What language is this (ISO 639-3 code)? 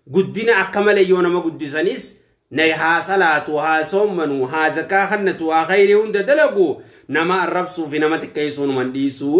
orm